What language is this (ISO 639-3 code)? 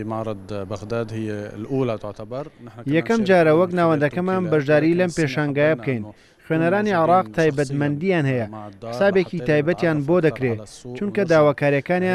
ckb